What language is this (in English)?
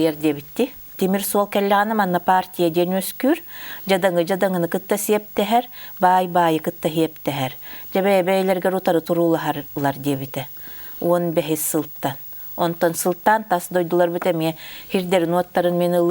Yakut